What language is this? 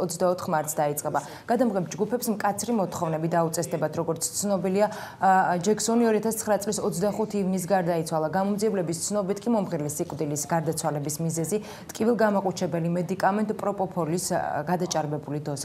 Georgian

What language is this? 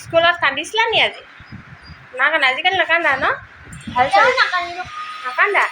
Assamese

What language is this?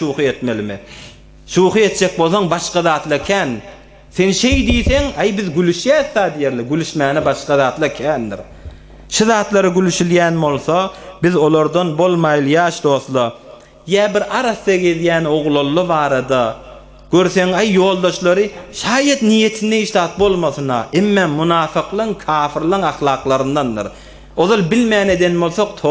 Turkmen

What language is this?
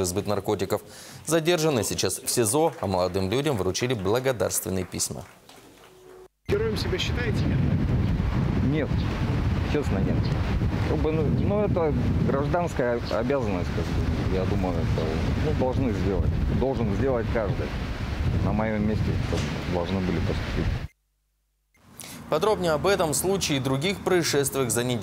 Russian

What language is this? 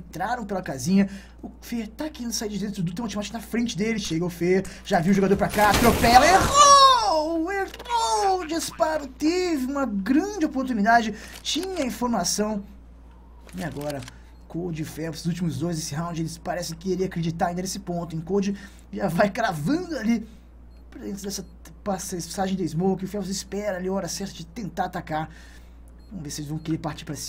Portuguese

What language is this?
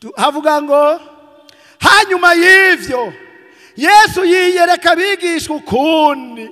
Rundi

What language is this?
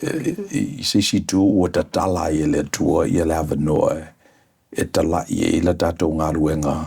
Samoan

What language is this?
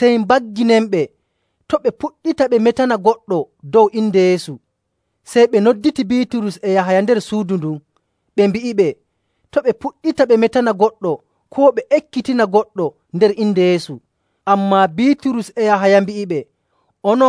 Nigerian Fulfulde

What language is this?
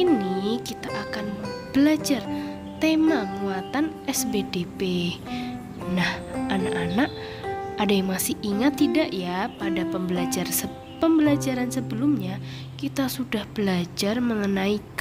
Indonesian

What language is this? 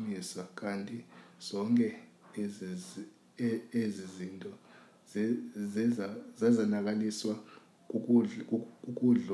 Xhosa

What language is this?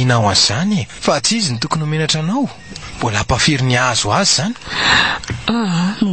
Malagasy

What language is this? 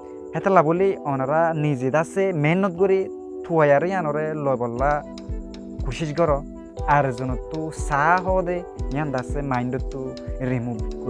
Rohingya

